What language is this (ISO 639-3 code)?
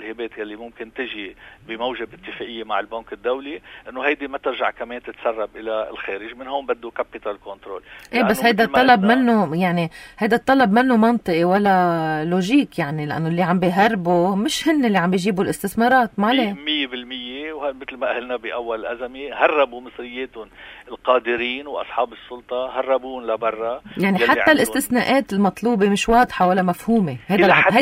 apc